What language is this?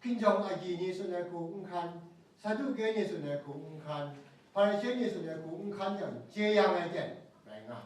Kachin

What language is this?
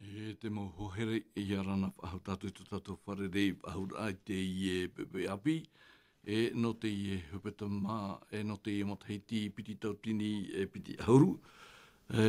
Tahitian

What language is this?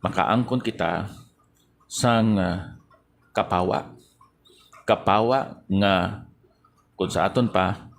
Hiligaynon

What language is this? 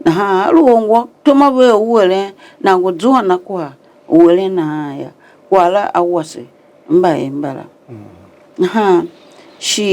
Tiv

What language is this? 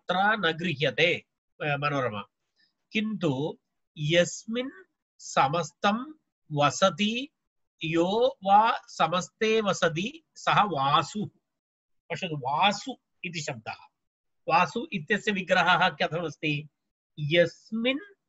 Sanskrit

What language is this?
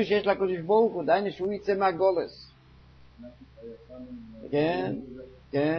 Hebrew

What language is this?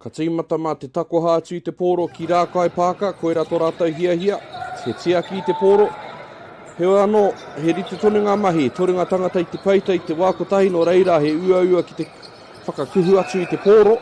Māori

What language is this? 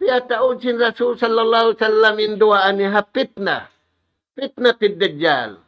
Tausug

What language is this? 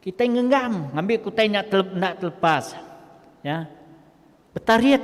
Iban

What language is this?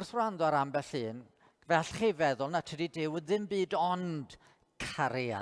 Welsh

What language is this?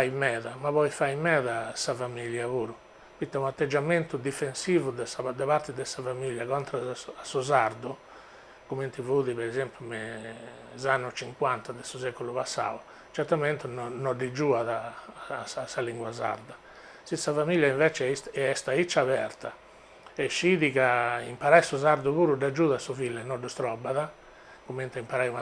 Sardinian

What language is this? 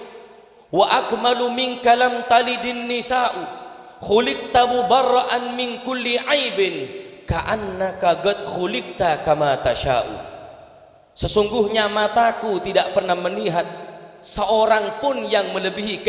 Madurese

